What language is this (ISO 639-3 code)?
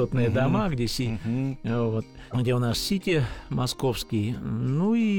rus